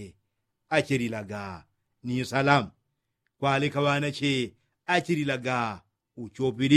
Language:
Yao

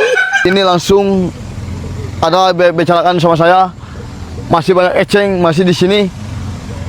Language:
Sundanese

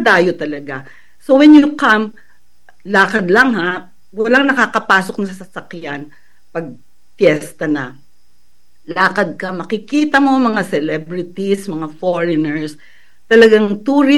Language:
Filipino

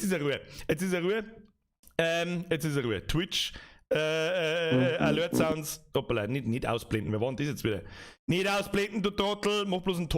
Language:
Bavarian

